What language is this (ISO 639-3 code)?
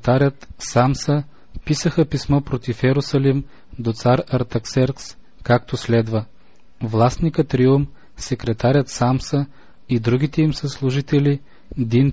bul